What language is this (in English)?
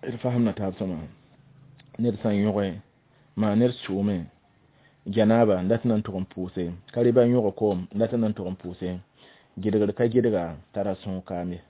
Mossi